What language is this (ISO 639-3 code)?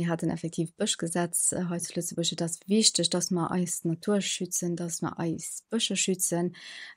ltz